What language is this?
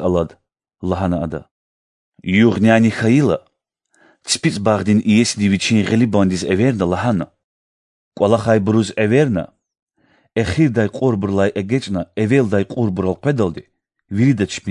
Lezghian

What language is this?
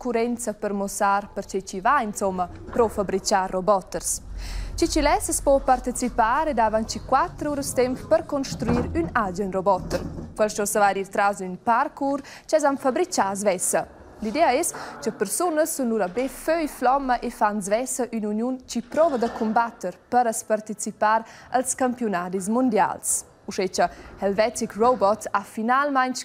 Romansh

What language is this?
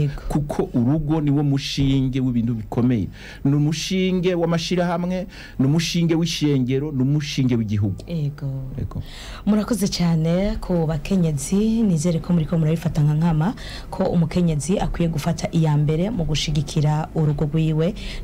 Rundi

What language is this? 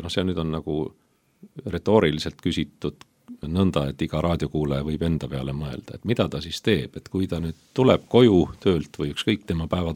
Estonian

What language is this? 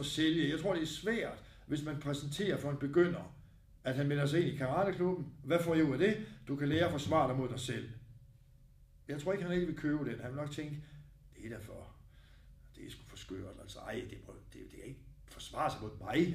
Danish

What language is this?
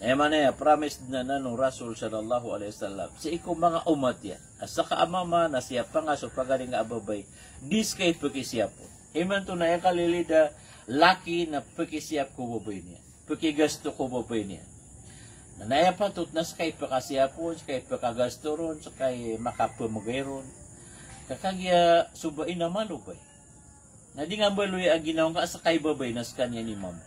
Maranao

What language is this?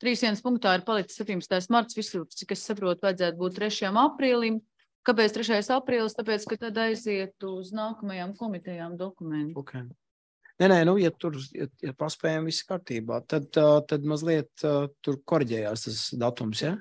Latvian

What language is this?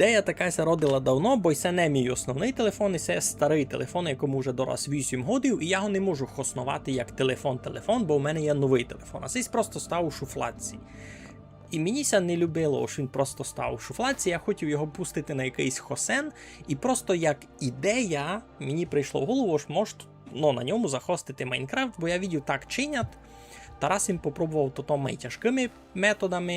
Rusyn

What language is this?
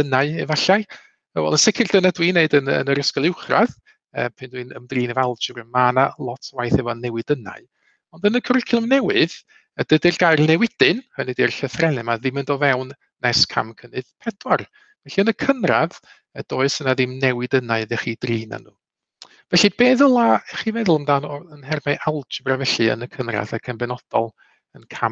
Welsh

